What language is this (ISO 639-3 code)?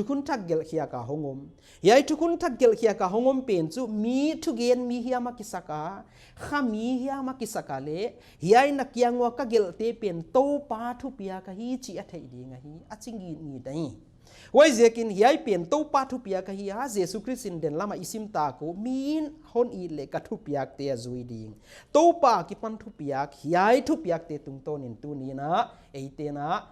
pck